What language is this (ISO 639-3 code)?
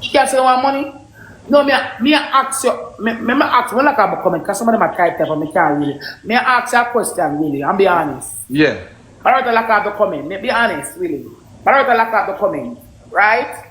jam